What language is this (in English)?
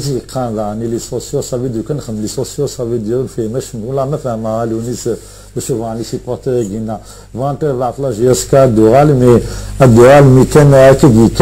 Kabyle